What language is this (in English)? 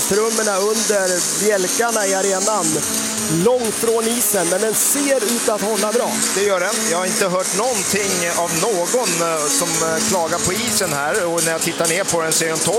Swedish